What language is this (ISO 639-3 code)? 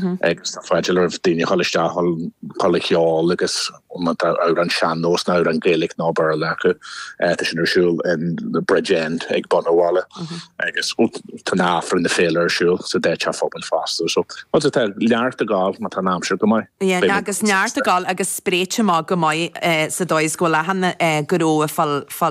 gle